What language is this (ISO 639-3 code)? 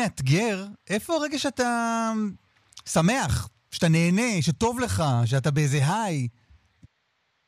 heb